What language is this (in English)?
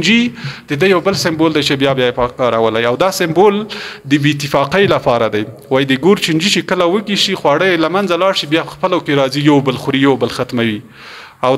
Pashto